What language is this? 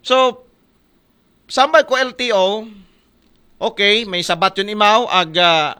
Aklanon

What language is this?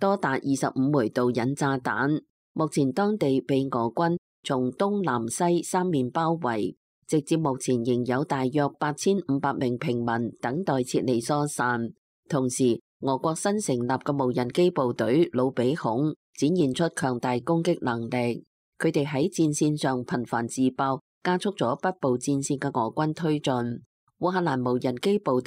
Cantonese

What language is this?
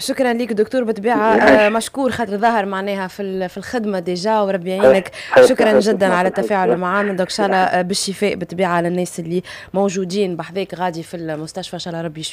Tunisian Arabic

